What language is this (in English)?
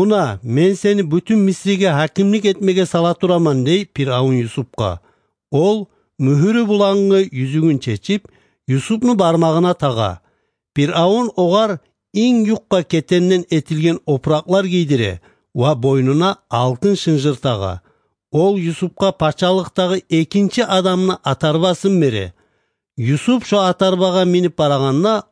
Kumyk